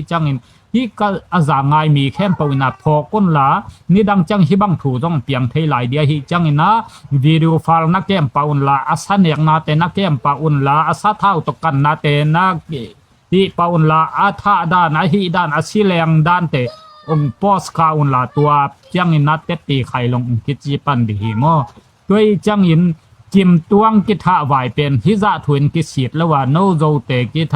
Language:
Tedim Chin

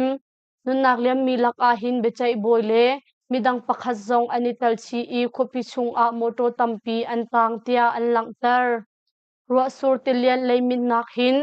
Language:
Hakha Chin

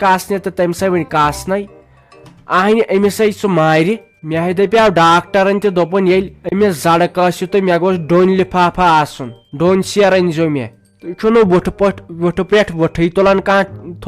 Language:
Kashmiri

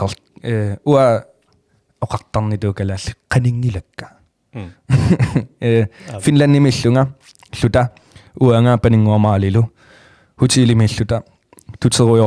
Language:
Kalaallisut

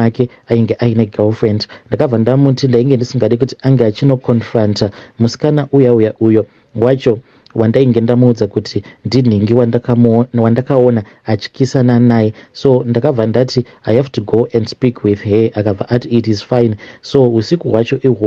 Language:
Shona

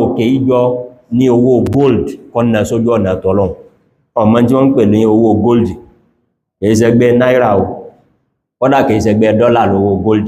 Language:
Yoruba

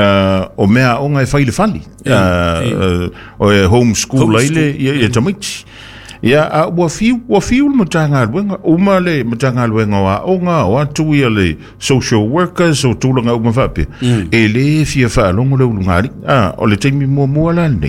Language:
Samoan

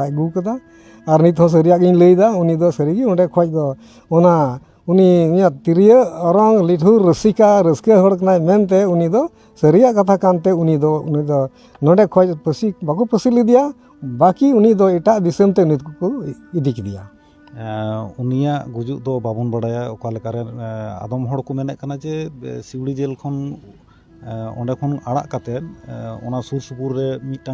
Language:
Santali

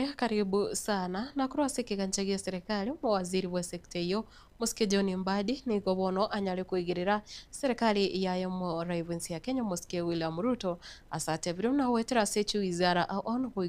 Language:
Gusii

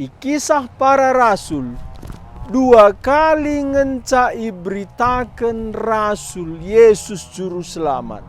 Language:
Batak Karo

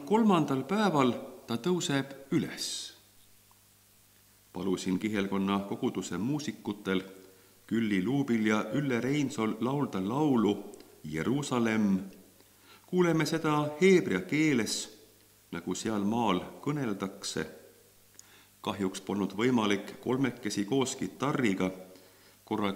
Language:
Estonian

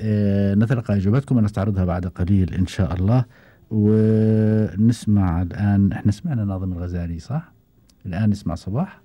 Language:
Gulf Arabic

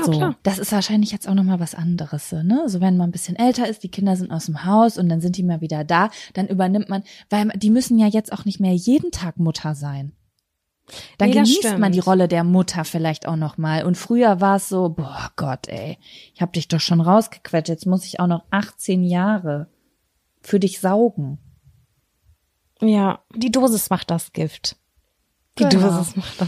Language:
German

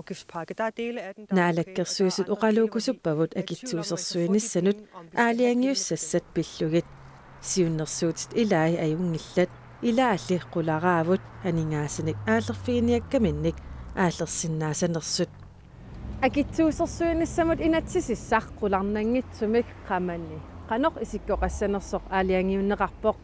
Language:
Kalaallisut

